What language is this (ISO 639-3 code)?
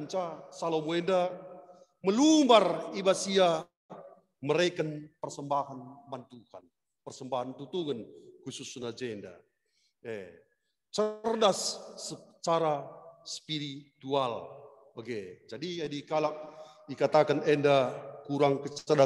btx